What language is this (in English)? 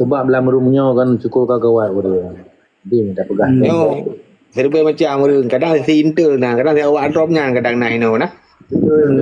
Achinese